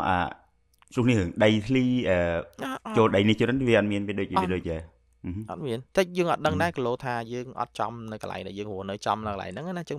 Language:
Khmer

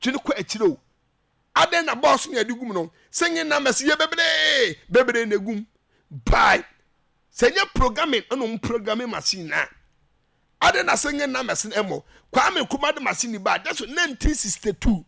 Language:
Akan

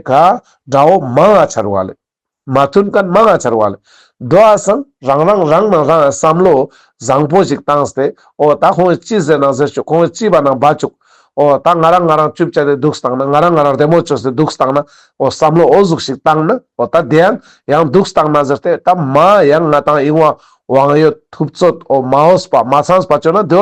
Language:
Ladakhi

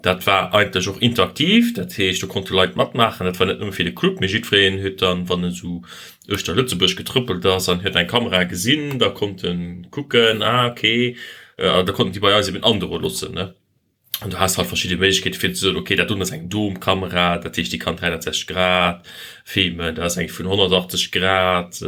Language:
Luxembourgish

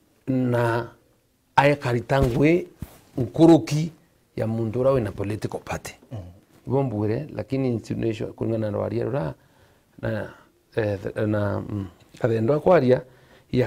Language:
Meru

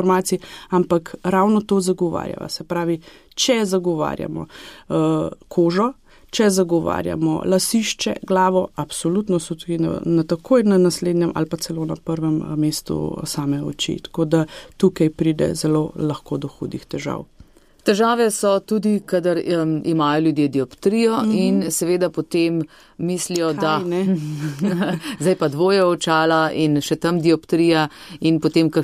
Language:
Slovenian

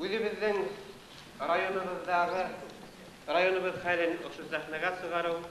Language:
Bashkir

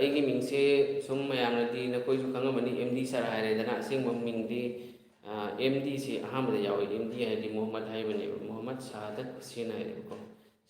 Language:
Manipuri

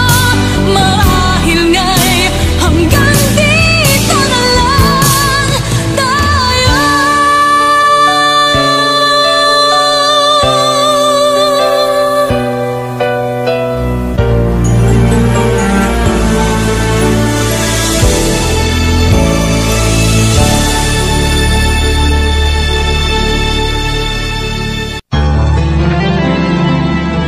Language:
Filipino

